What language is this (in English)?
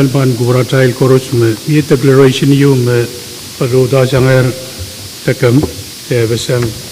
Pohnpeian